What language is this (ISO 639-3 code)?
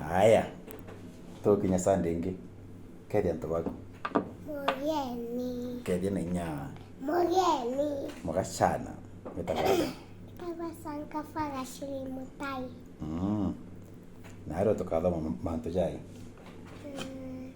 mer